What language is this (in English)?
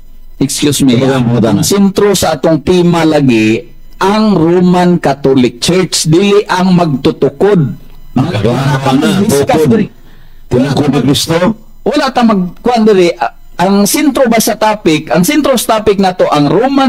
Cebuano